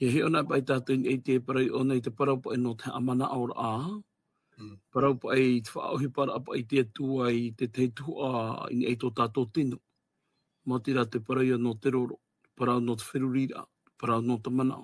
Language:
Tahitian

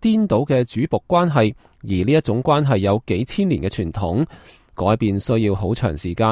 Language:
Cantonese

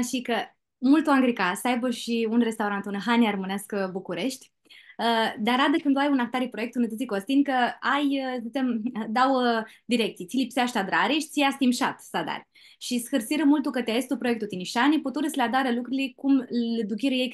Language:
Aromanian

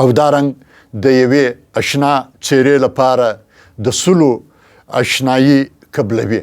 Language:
Pashto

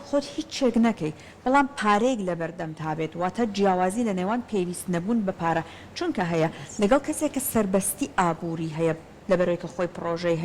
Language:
Central Kurdish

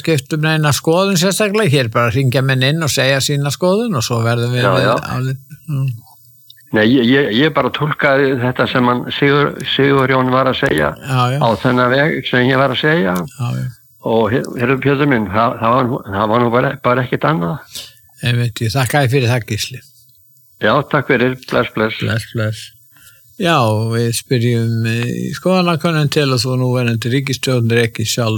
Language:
Icelandic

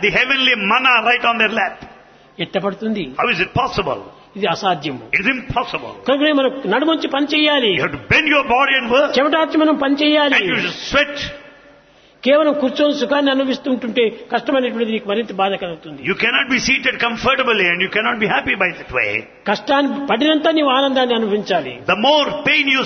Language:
Telugu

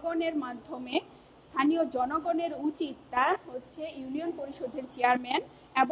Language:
Bangla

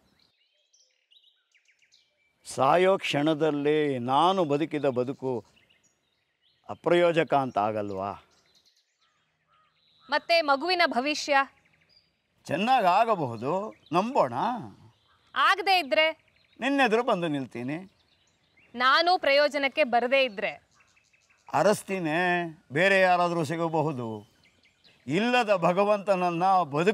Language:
Kannada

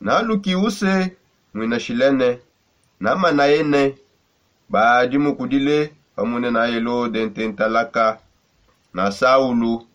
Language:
Songe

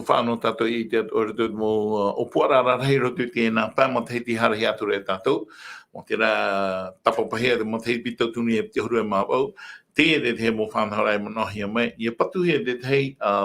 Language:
Tahitian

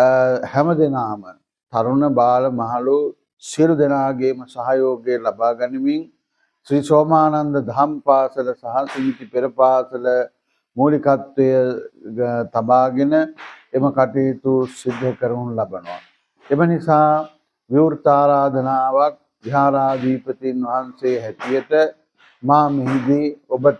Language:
Sinhala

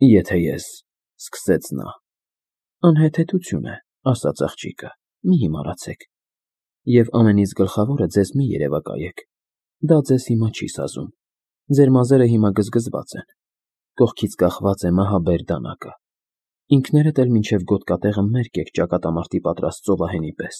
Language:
Armenian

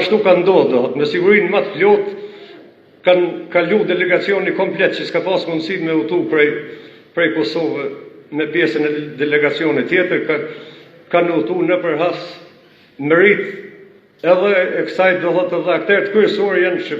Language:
Albanian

